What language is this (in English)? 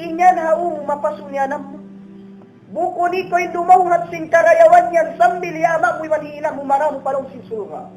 Tausug